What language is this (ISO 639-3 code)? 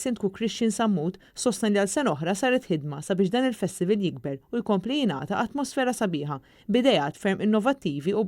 mlt